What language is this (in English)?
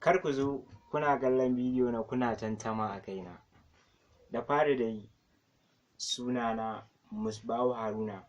Hausa